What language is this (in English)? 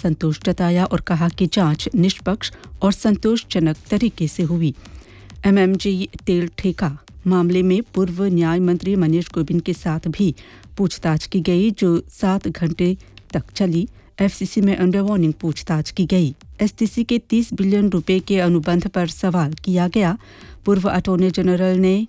Hindi